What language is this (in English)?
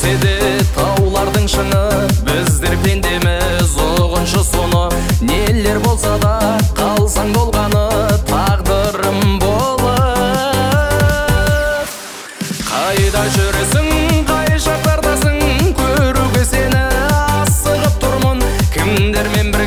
Kazakh